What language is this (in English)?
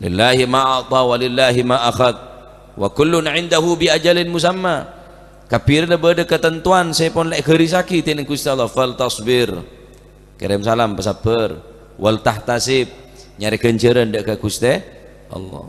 Madurese